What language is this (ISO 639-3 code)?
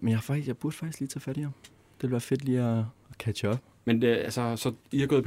dan